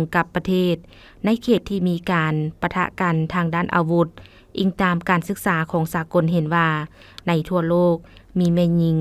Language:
Lao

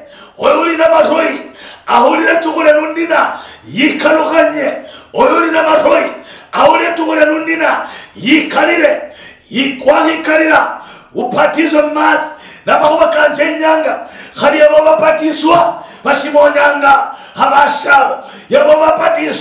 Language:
Luyia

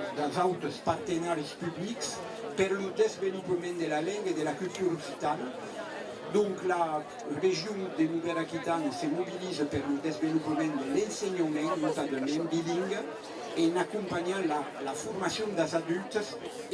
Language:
Occitan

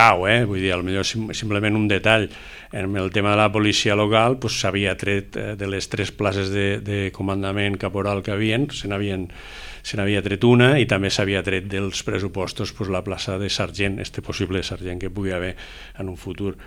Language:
Catalan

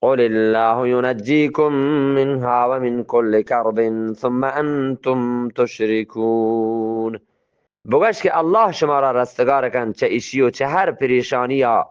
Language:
Eastern Balochi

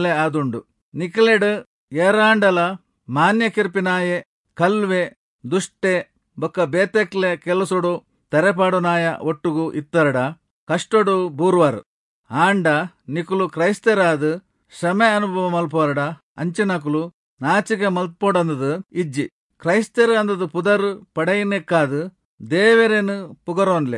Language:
Tulu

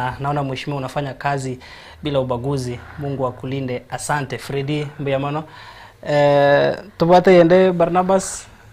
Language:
Gusii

